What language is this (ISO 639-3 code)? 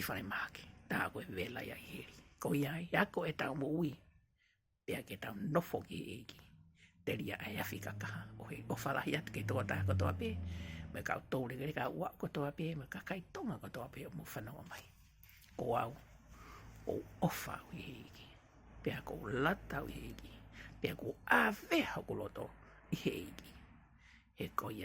ton